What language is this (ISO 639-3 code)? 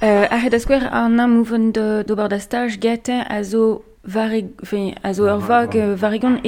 bre